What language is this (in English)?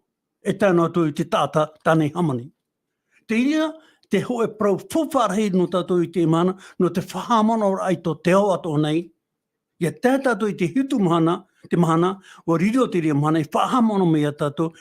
Tahitian